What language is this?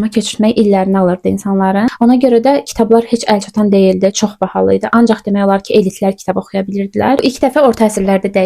Azerbaijani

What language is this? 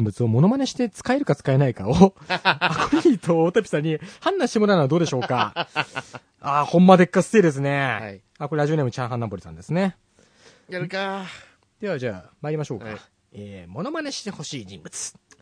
Japanese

